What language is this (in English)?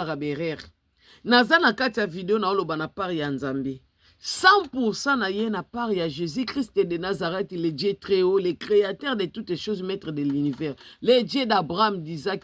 Lingala